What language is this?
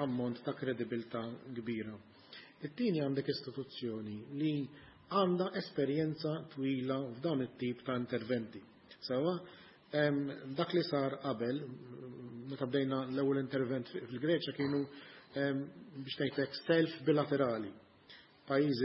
Maltese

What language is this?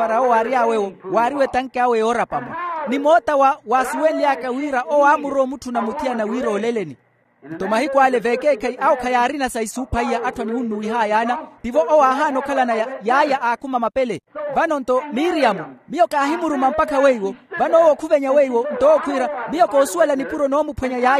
Makhuwa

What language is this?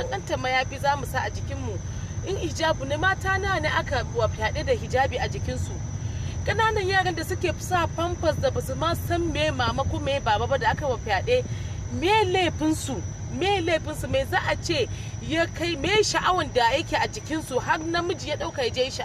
Hausa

